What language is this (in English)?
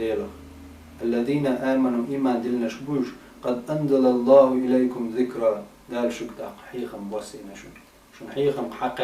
Chechen